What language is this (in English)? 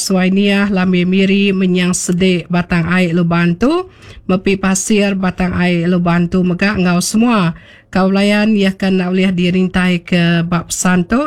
Iban